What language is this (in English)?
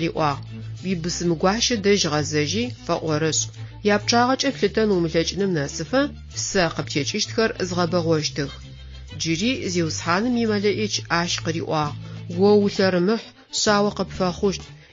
Adyghe